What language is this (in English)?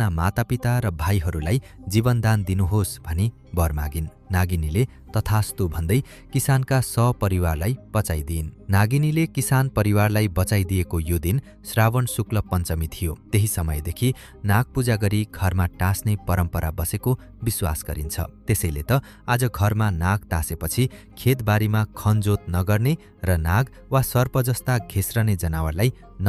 Nepali